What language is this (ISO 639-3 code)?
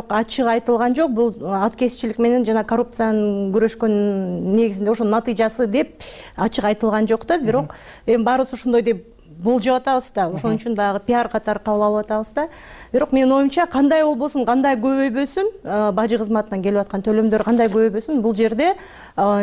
kir